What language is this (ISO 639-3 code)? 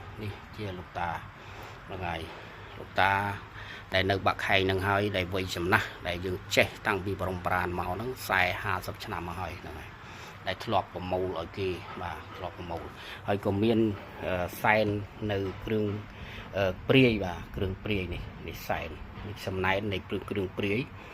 khm